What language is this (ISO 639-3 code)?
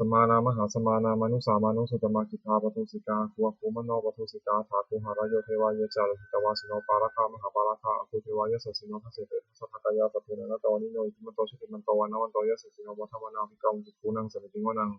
pli